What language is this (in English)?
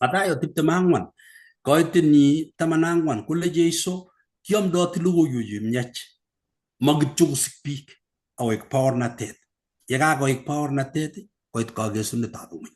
Kalenjin